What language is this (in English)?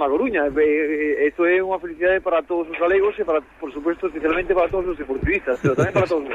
Galician